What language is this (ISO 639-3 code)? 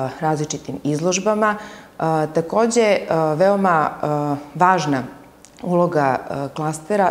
srp